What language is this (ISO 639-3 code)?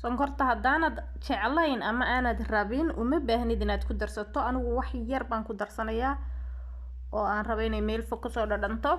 som